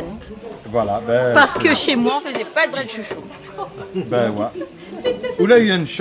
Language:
Réunion Creole French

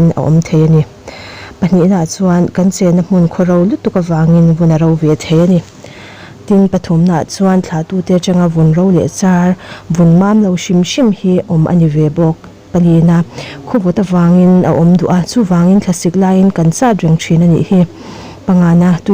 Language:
Mizo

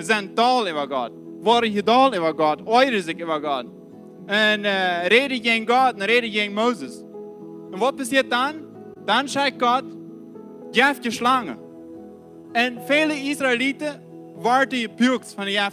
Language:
Plautdietsch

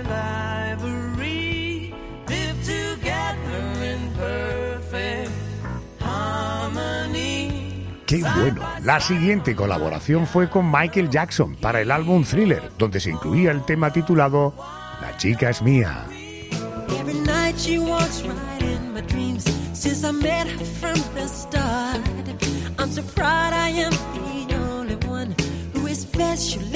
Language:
Spanish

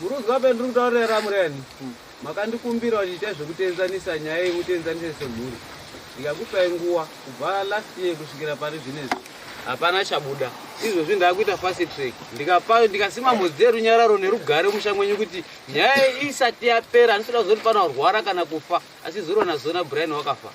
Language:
Shona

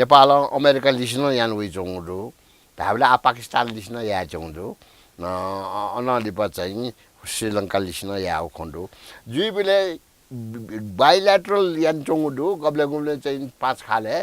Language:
Newari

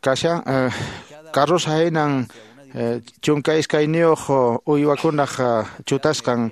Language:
Quechua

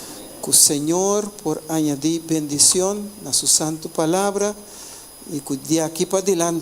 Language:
Papiamento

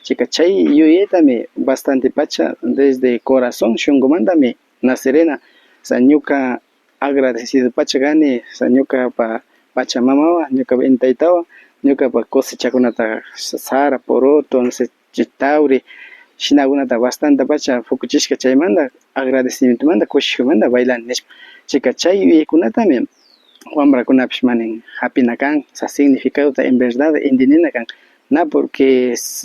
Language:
Imbabura Highland Quichua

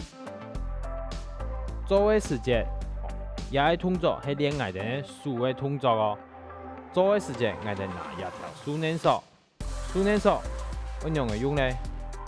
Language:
Hakka Chinese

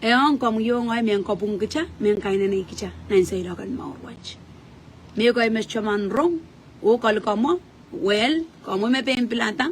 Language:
Pohnpeian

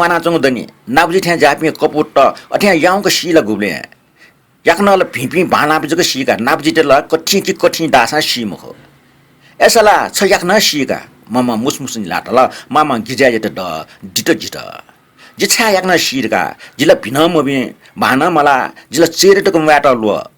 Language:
Newari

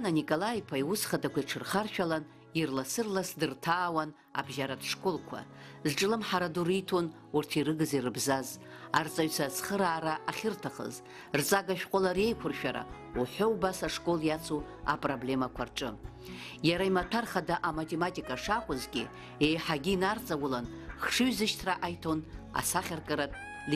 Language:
Abkhazian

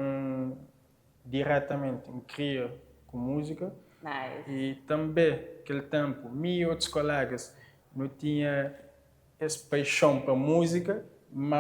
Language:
Kabuverdianu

